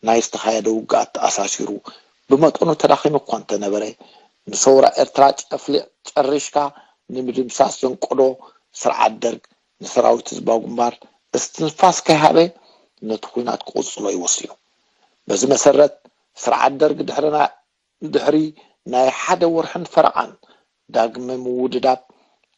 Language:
Tigrinya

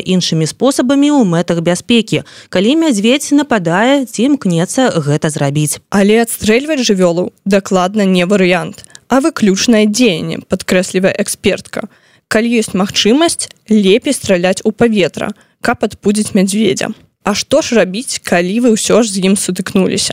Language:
Belarusian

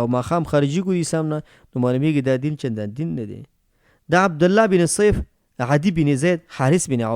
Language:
Pashto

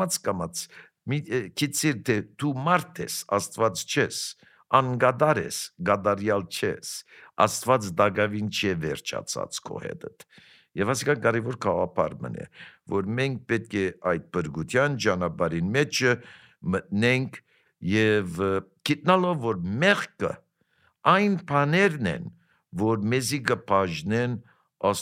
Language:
Armenian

